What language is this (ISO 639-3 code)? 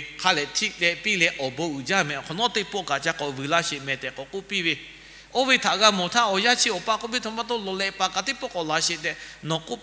lhu